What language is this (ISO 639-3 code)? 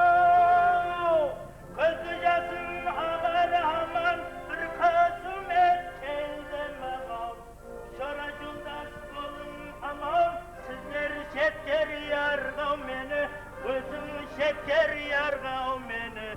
kaa